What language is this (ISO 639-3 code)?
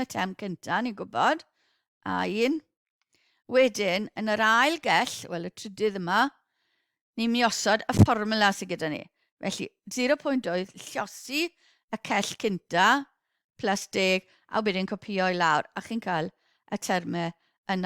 cym